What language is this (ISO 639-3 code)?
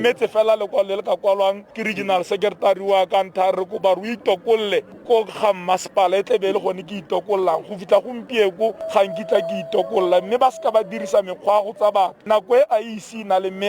tsn